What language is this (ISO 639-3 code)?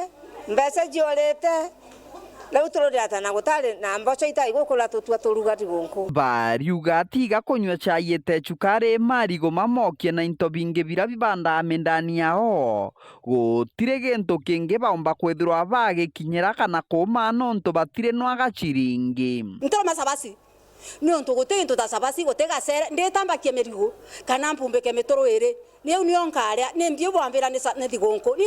mer